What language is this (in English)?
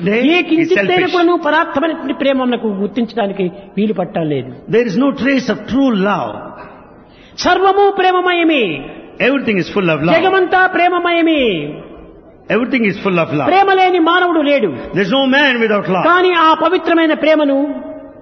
Telugu